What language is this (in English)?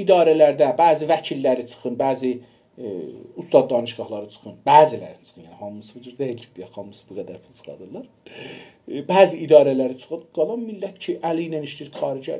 South Azerbaijani